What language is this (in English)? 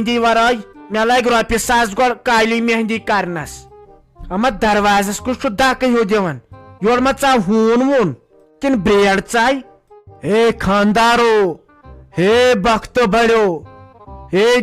Kashmiri